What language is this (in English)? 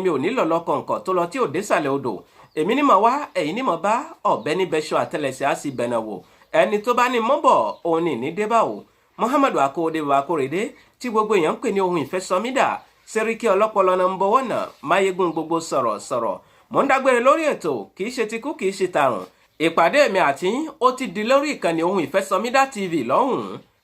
Yoruba